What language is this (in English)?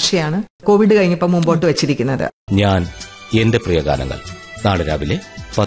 Malayalam